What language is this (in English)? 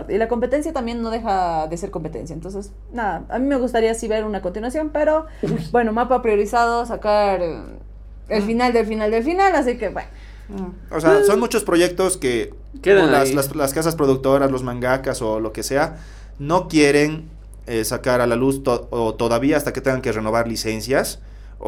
Spanish